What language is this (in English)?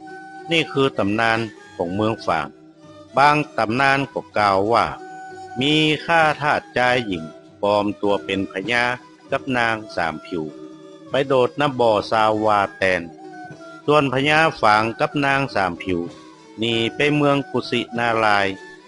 Northern Thai